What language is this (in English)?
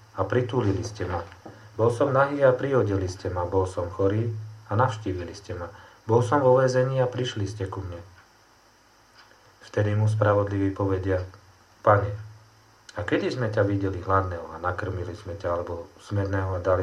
Slovak